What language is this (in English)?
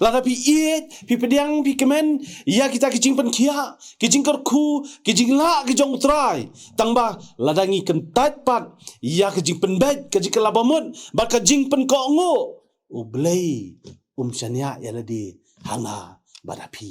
Khasi